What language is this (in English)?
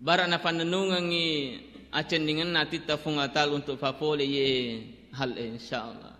Buginese